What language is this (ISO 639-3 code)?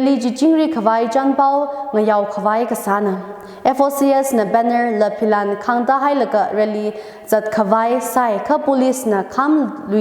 nmf